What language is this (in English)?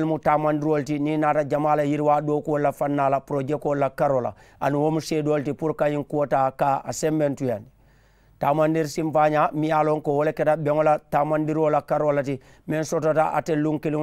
Mandingo